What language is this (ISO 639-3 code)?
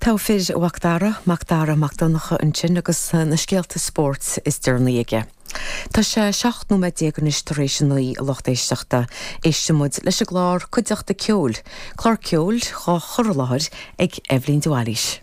gle